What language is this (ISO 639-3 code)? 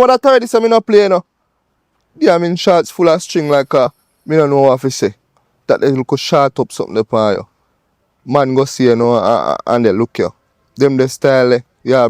jam